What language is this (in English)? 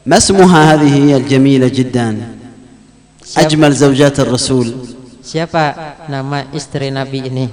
Banjar